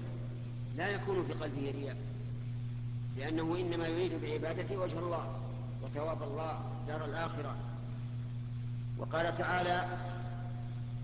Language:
Arabic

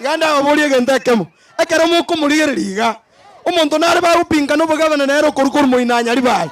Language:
Gusii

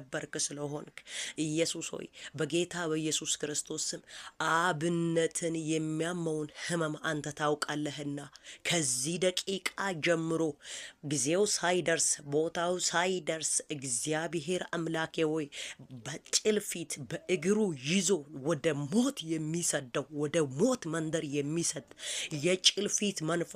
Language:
Amharic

